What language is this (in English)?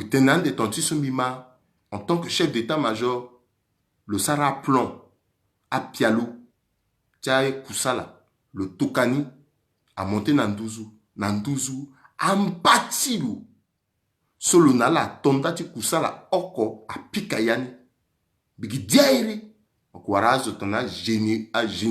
Sango